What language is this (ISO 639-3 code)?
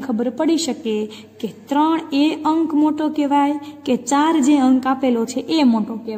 guj